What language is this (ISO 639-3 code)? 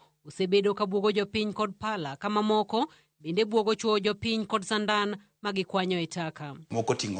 luo